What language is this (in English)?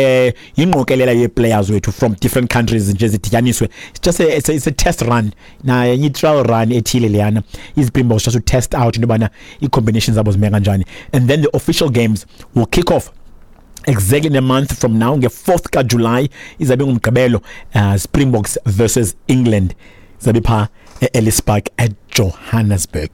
Xhosa